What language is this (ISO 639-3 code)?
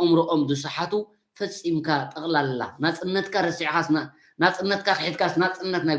tir